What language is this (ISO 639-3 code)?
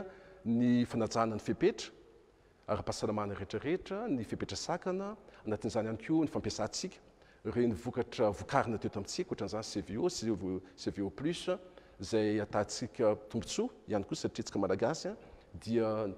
mlg